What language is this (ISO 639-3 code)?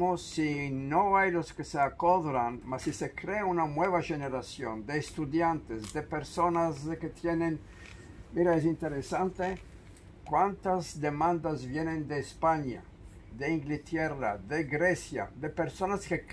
lad